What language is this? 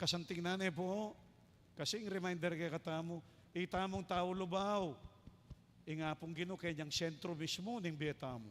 Pampanga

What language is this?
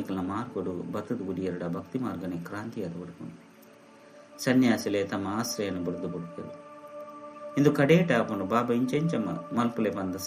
Tulu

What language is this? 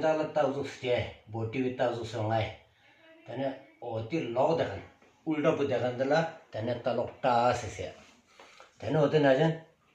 Stod Bhoti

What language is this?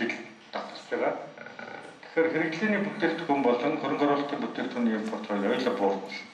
Mongolian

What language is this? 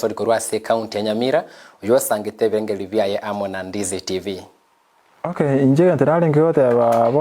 Gusii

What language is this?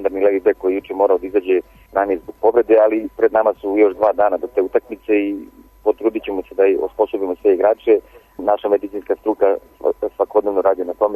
Serbian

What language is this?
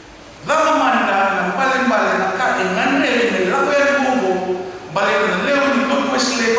Fijian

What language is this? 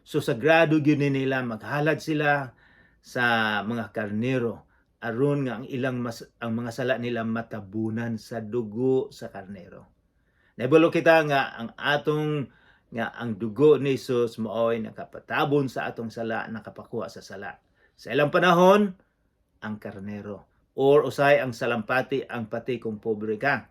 Cebuano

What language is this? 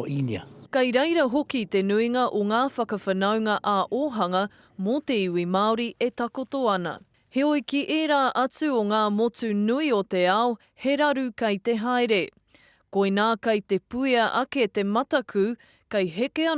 Māori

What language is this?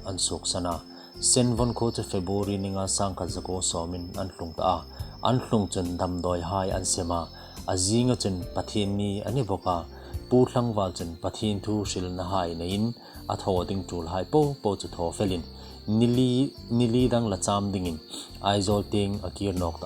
Hmar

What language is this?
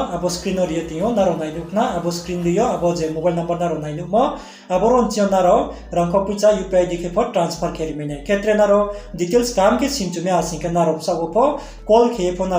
Riang (India)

